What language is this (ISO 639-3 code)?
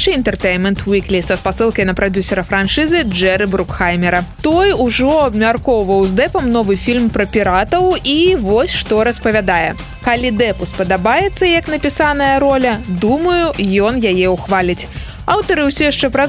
bel